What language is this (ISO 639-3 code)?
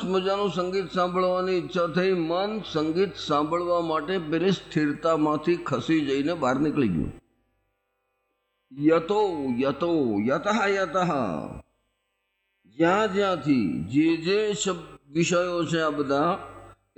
guj